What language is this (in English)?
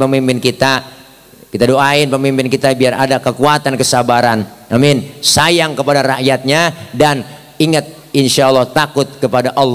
Betawi